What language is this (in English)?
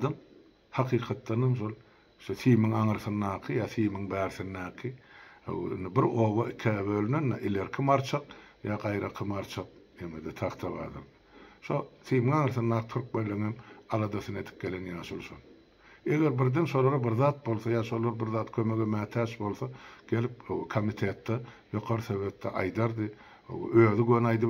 Turkmen